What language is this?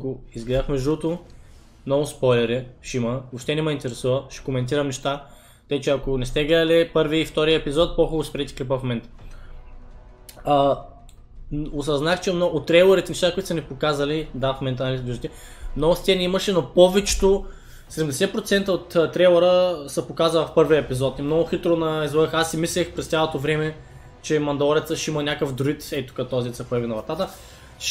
Bulgarian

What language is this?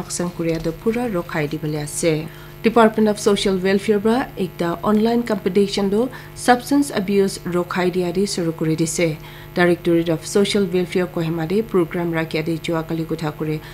Naga Pidgin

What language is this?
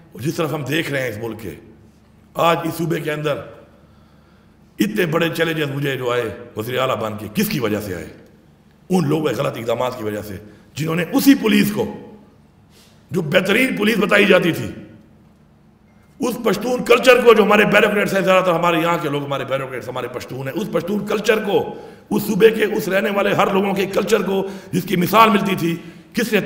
Urdu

